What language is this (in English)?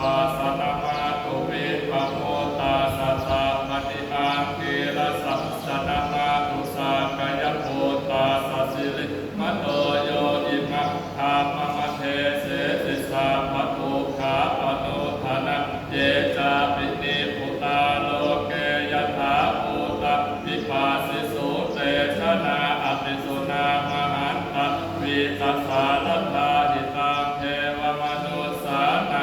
Pali